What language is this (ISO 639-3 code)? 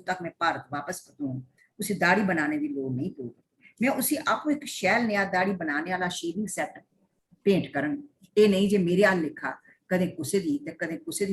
doi